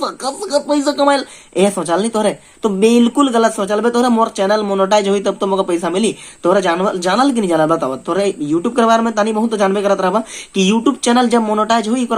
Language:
Sadri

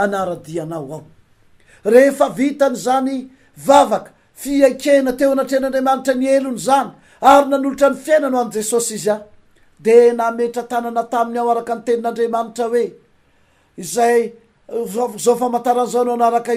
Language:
Malagasy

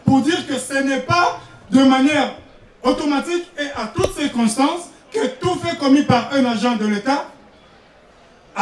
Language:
French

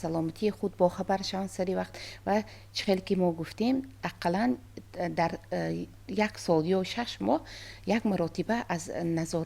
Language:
Tajik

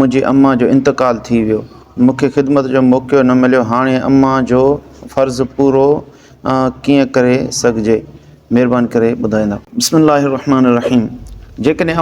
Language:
Sindhi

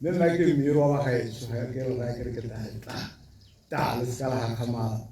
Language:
Tswana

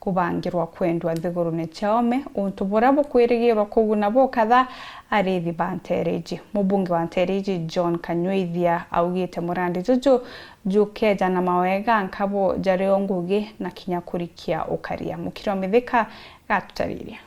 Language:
Meru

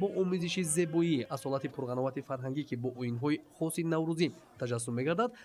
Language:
Tajik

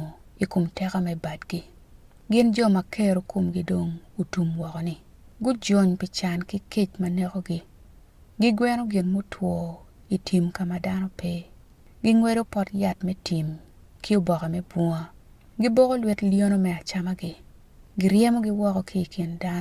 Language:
Acoli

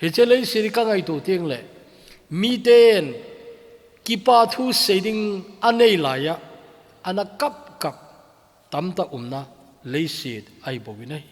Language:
Thado Chin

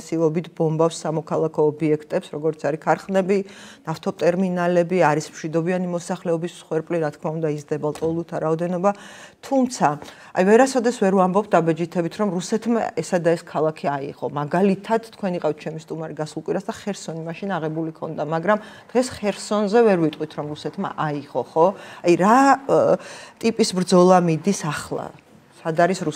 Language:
Georgian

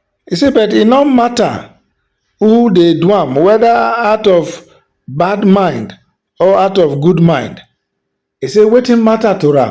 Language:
Nigerian Pidgin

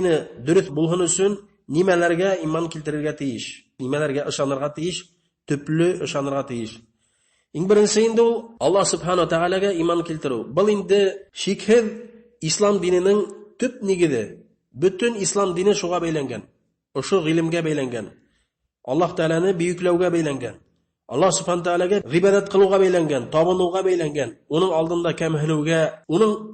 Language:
Bashkir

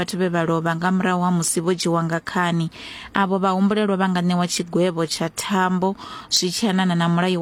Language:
Venda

